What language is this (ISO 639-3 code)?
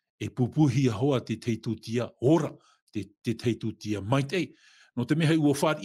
tah